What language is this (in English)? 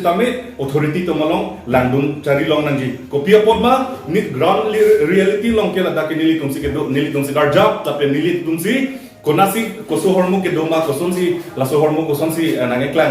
Karbi